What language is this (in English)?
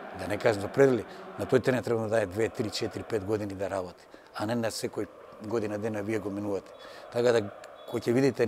Macedonian